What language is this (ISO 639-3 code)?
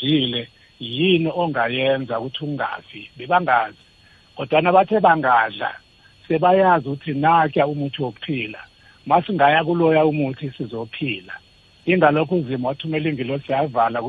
nbl